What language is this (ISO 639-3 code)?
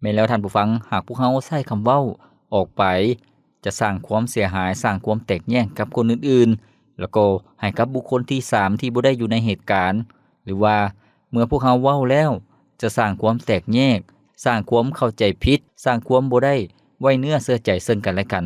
lao